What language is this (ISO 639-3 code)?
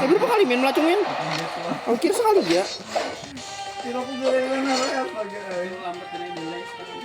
bjn